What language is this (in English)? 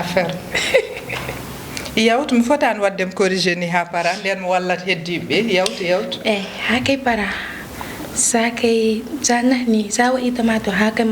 Fula